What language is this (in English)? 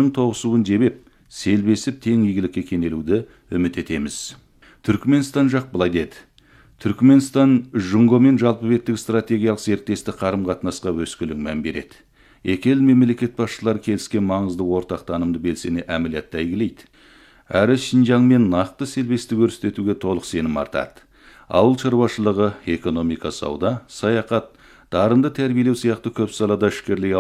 Kazakh